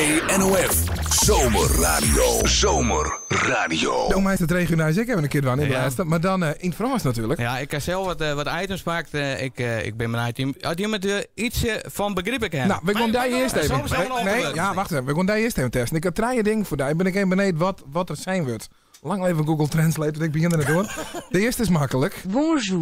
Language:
Western Frisian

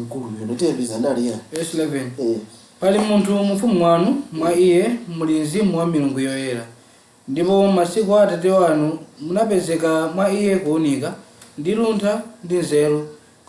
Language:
Nyanja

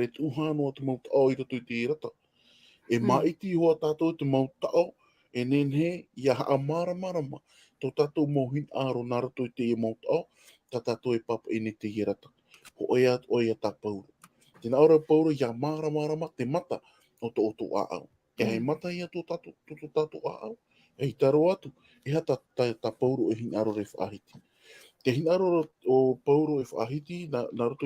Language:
Tahitian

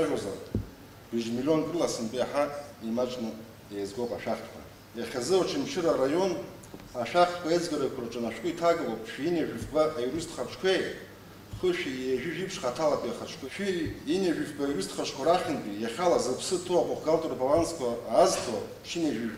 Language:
Abkhazian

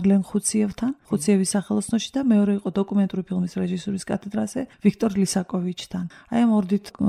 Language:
Georgian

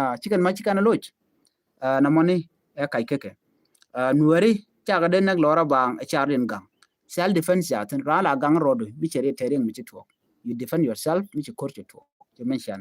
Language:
Nuer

